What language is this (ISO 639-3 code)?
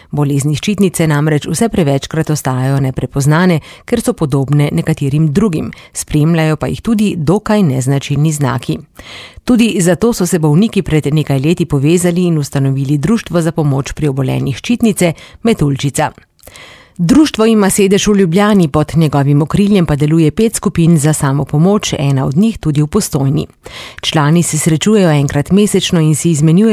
slv